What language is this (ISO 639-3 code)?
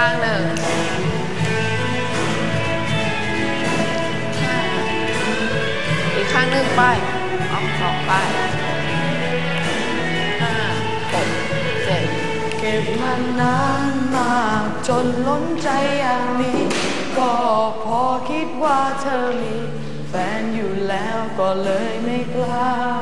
tha